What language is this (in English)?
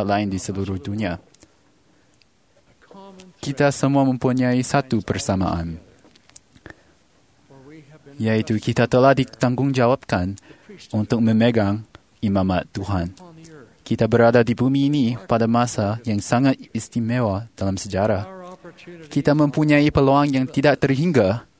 Malay